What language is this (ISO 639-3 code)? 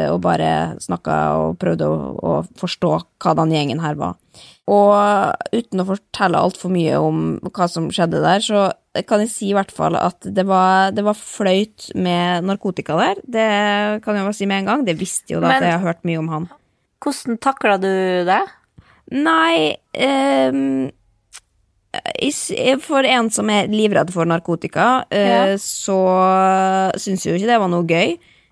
nor